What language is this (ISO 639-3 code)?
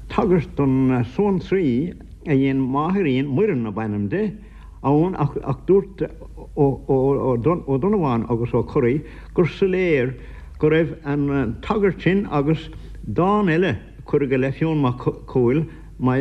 gle